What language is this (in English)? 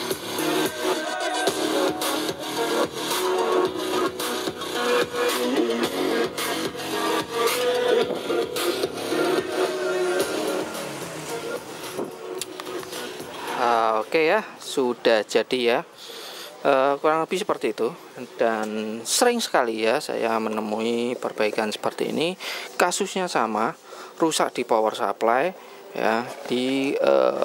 Indonesian